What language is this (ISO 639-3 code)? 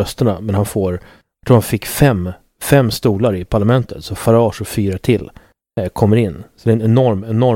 swe